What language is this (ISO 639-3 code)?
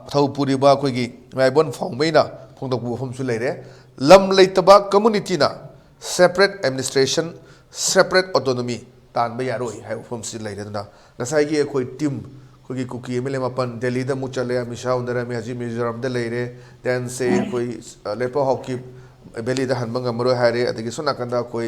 mni